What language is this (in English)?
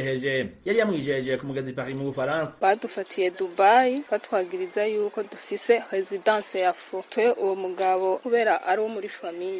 Rundi